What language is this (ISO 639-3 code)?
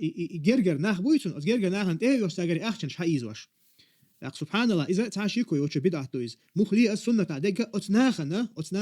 che